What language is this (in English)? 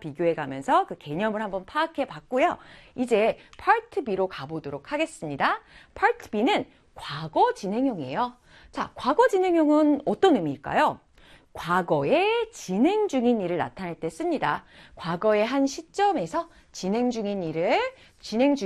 Korean